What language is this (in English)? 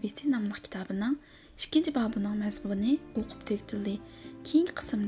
Uyghur